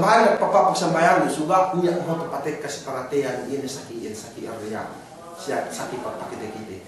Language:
Yakan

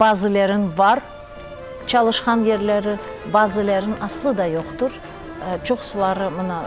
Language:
Crimean Tatar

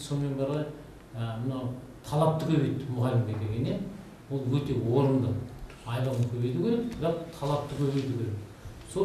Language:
Kazakh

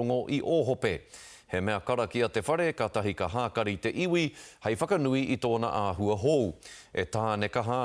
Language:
Māori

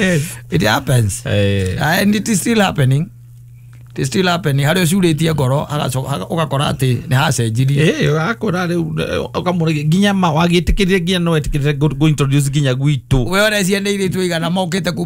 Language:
Kikuyu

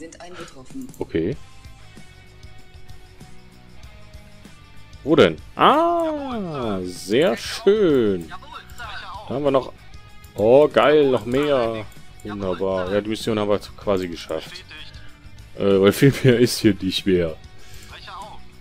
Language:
German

